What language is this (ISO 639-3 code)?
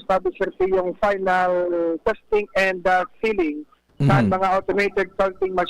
bik